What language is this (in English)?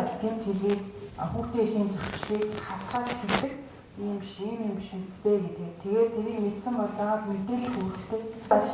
Mongolian